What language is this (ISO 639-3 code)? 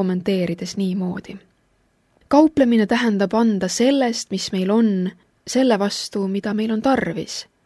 est